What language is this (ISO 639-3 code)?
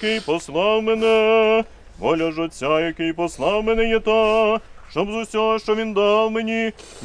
ukr